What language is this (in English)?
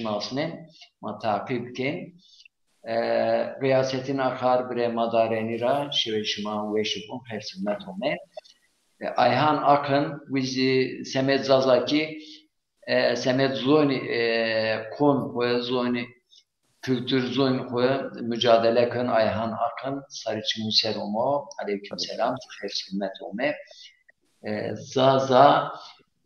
Zaza